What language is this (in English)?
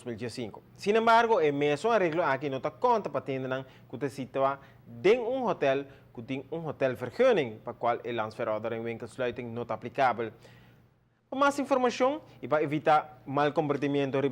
Papiamento